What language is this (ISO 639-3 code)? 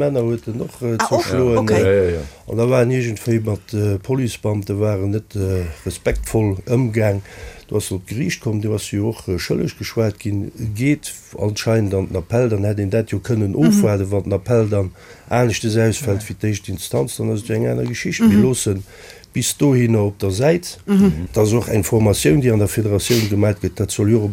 ltz